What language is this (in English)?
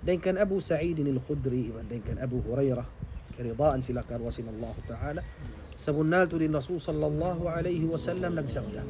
Tausug